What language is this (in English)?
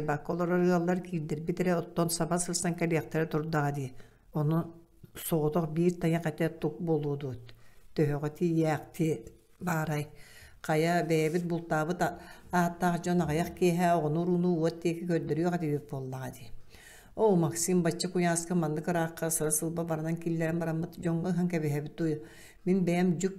Yakut